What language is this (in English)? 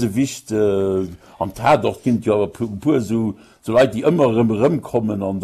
Luxembourgish